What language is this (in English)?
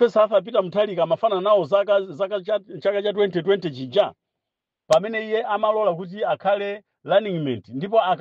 Nyanja